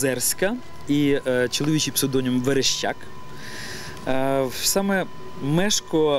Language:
Ukrainian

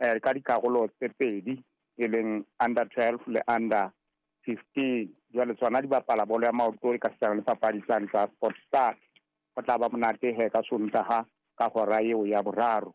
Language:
Southern Sotho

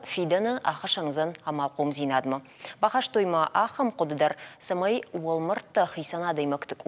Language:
Ossetic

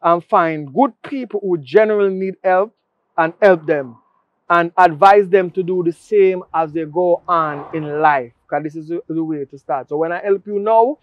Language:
Jamaican Creole English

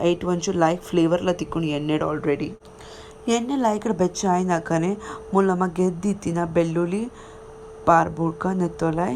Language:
Tulu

